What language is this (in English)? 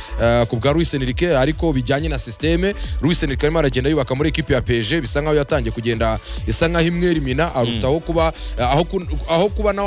Kinyarwanda